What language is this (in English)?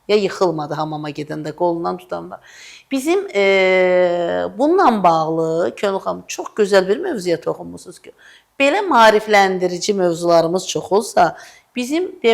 Azerbaijani